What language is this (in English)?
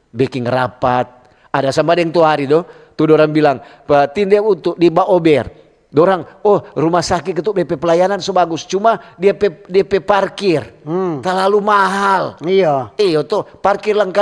Manado Malay